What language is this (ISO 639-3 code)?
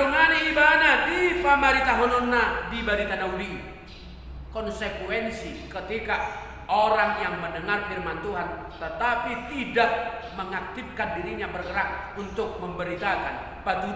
bbc